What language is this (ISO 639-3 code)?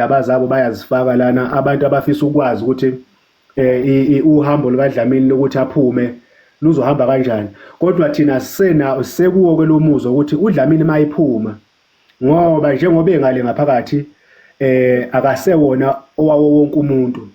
zul